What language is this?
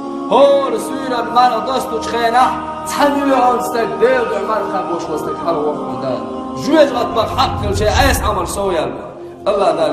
Chechen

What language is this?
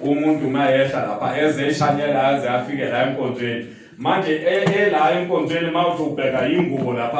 Zulu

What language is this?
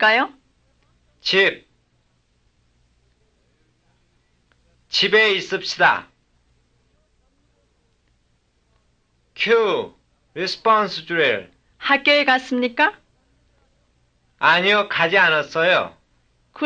Korean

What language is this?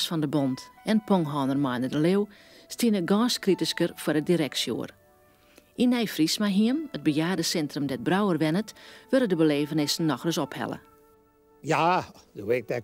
Western Frisian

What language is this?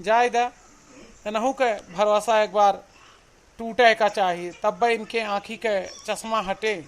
Awadhi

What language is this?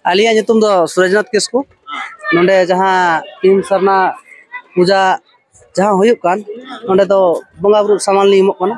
Santali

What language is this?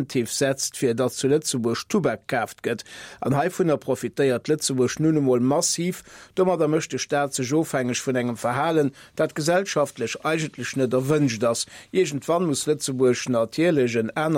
Luxembourgish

